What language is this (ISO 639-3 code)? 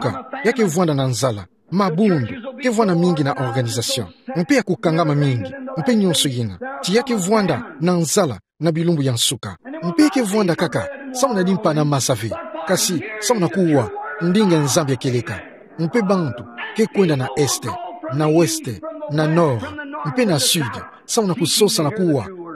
ktu